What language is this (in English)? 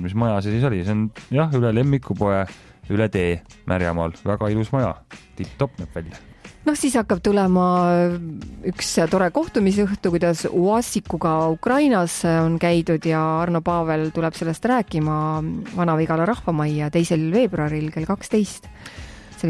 Estonian